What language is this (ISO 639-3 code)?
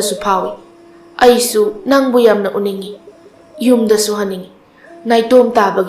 mni